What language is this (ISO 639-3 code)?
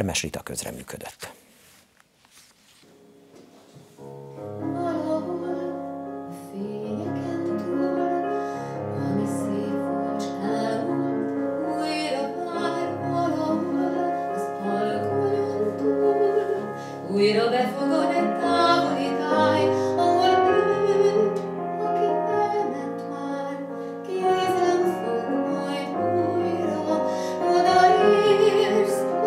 hun